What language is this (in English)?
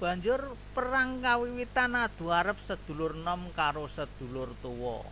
Javanese